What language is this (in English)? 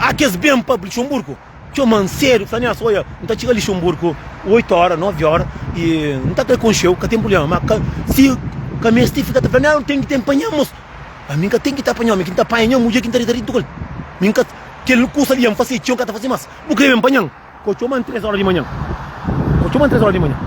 Kabuverdianu